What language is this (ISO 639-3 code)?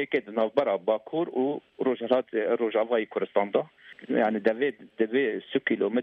kur